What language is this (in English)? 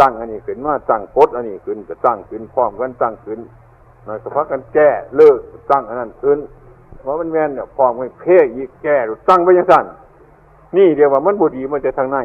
Northeastern Thai